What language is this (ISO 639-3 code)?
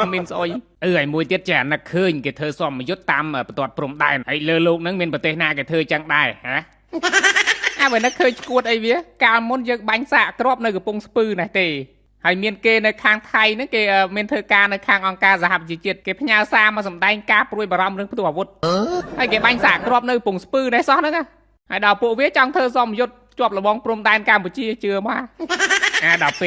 khm